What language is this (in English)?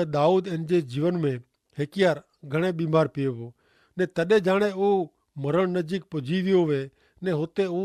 Kachhi